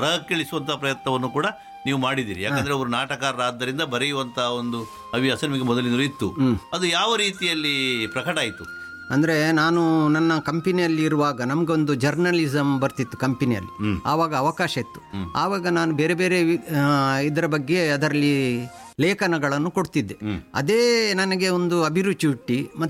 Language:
Kannada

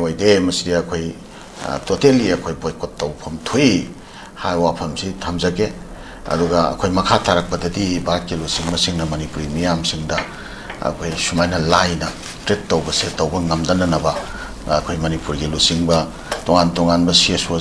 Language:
Manipuri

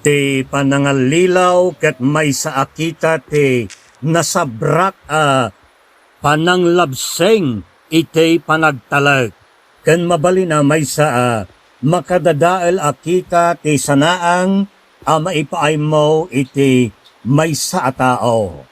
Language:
Iloko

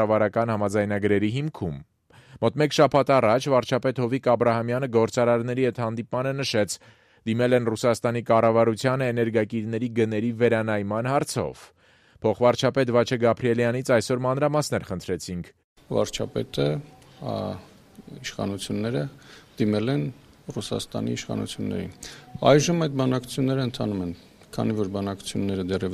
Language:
Armenian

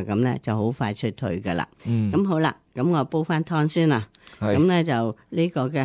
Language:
Cantonese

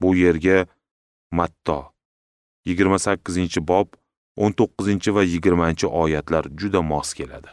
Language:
Uzbek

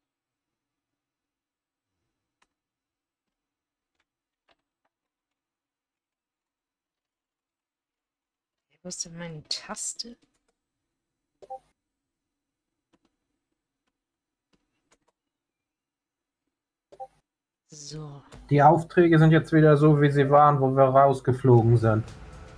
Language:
German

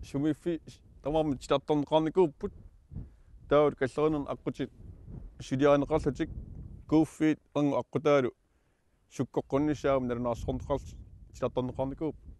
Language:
Kalaallisut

